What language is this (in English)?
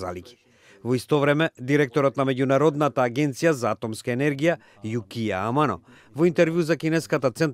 Macedonian